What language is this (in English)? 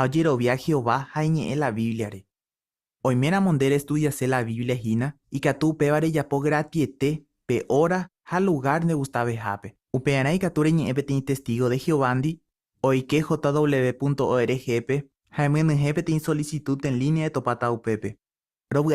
Guarani